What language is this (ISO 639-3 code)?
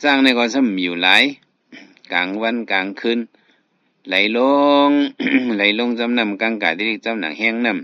shn